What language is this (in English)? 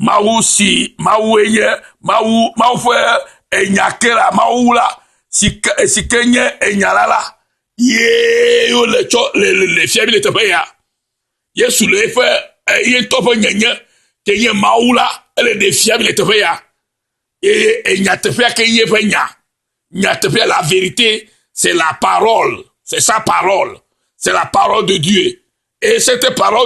Ewe